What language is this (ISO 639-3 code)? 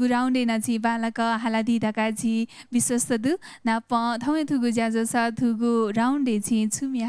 new